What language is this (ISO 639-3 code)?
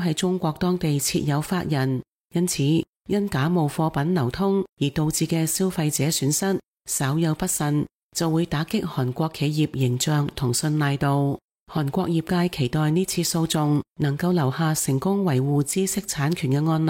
yue